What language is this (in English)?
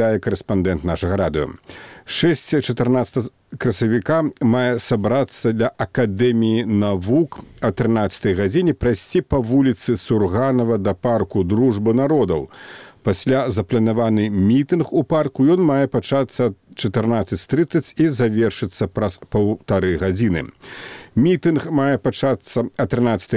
Belarusian